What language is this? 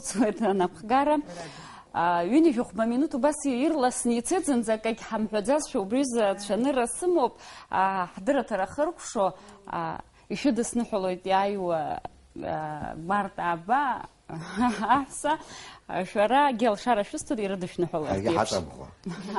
Abkhazian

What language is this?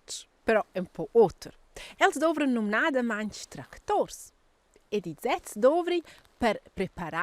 Romansh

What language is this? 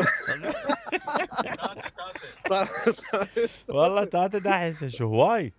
Mesopotamian Arabic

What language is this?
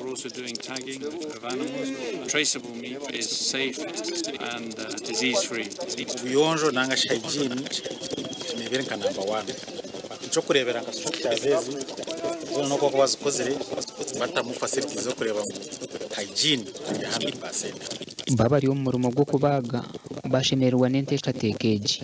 Nyankole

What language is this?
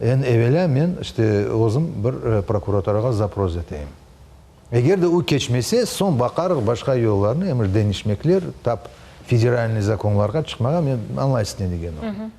Crimean Tatar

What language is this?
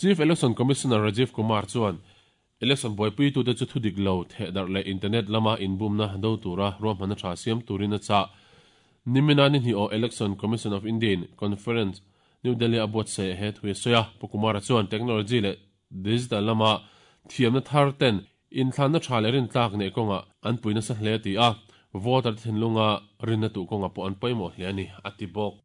Mizo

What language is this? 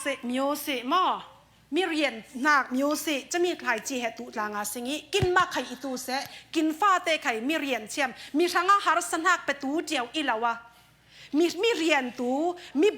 Falam Chin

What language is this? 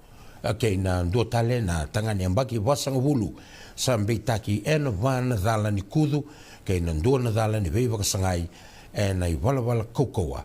Fijian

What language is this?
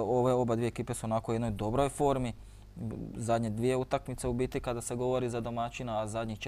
Croatian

